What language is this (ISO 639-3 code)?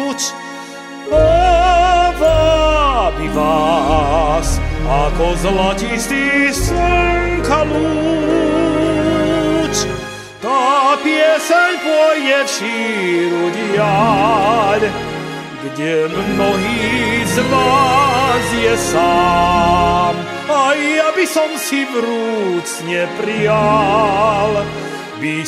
slk